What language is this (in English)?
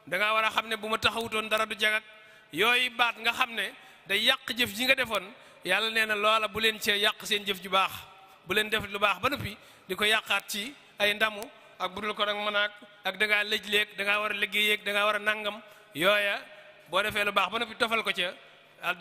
Wolof